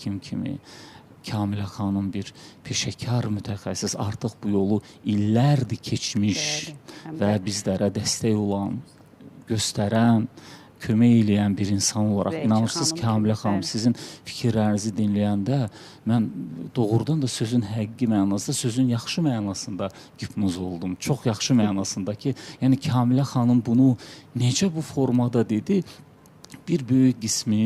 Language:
Azerbaijani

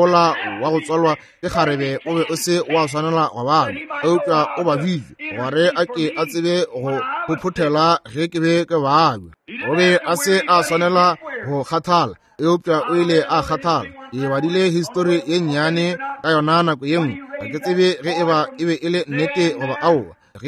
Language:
Northern Sotho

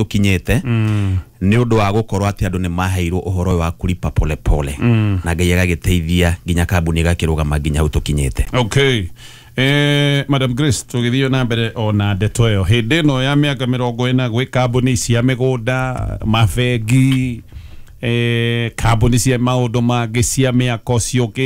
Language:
Kikuyu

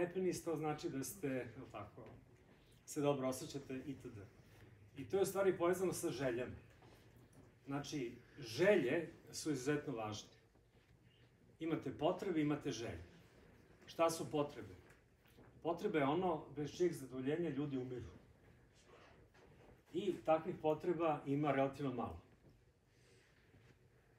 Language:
Serbian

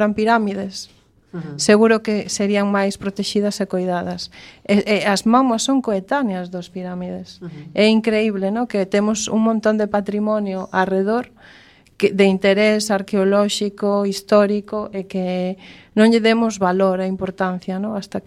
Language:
Galician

